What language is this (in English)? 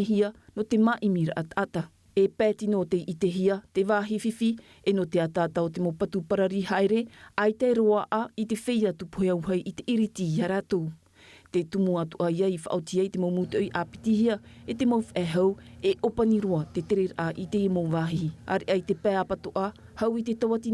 Tahitian